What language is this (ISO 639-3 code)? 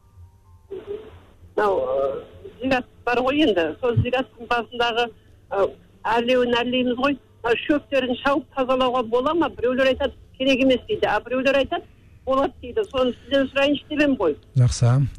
kaz